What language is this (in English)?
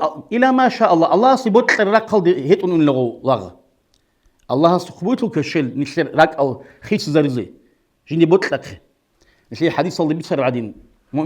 Avaric